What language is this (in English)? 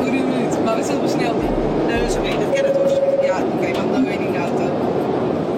Western Frisian